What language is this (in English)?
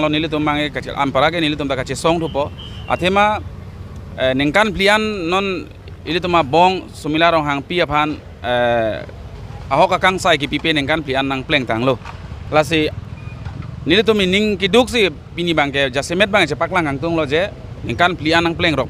Karbi